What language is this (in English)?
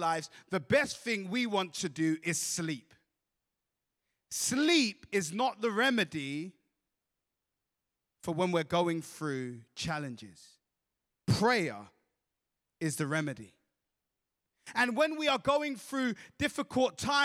English